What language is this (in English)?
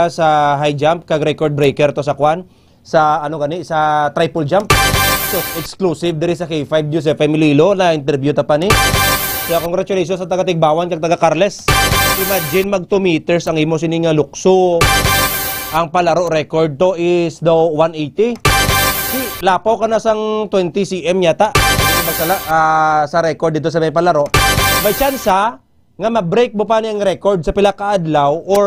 Hiligaynon